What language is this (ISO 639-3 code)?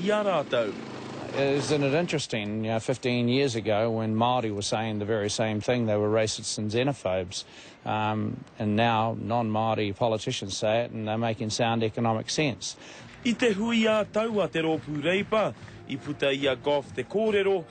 mri